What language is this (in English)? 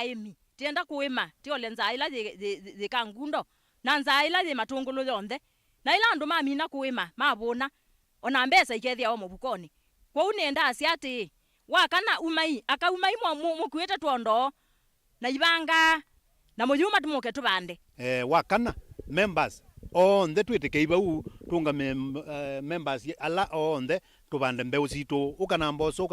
Kamba